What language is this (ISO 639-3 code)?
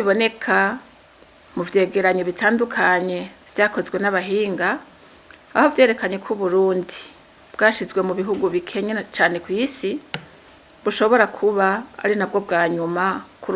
run